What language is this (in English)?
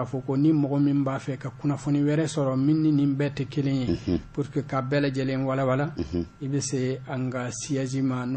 Bambara